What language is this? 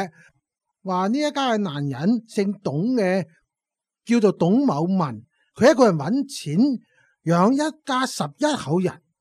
Cantonese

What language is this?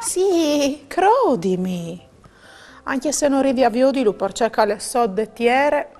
Friulian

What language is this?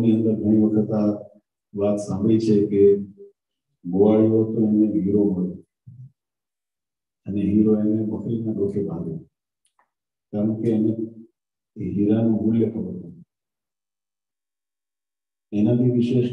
Gujarati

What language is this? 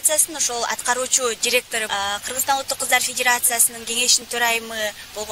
Kyrgyz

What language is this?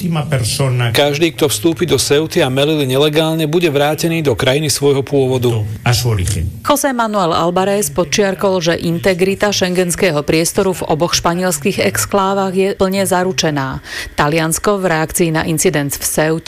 Slovak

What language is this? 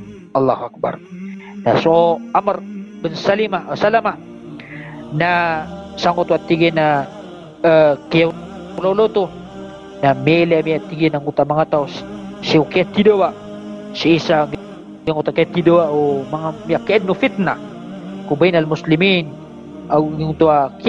Maranao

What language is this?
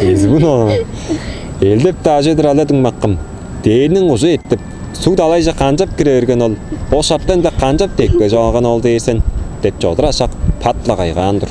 Tuvinian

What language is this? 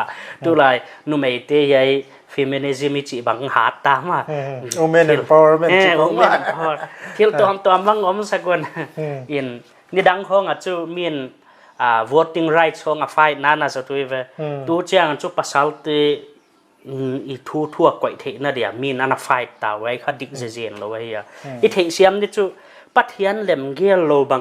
Paite Chin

